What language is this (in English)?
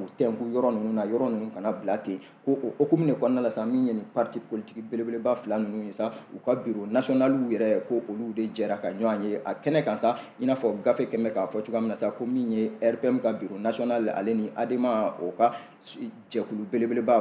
Bambara